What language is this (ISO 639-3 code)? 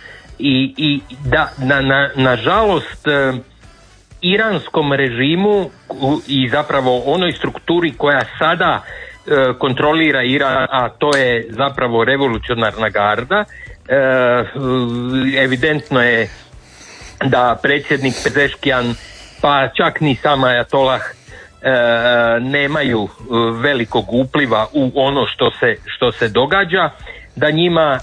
hrv